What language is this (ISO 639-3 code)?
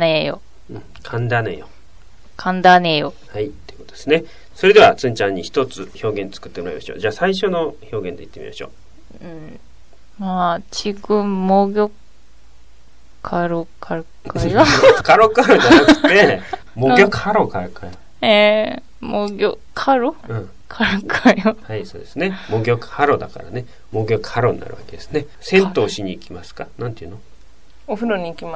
jpn